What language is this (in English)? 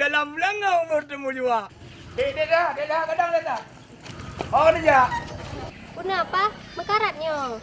Achinese